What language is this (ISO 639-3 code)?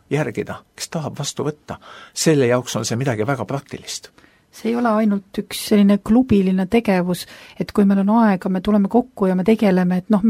est